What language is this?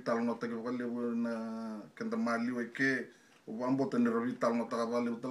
Fijian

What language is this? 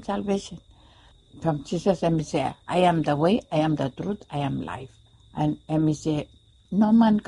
Bislama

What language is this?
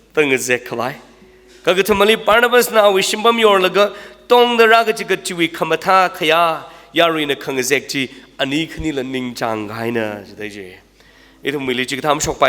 Tangkhul Naga (India)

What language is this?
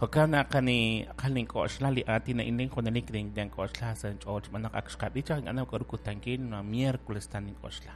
Kekchí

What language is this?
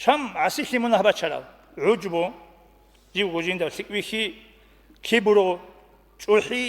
Avaric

